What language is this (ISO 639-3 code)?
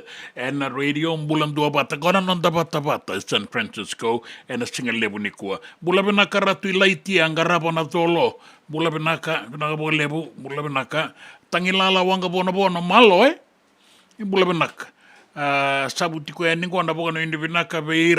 fij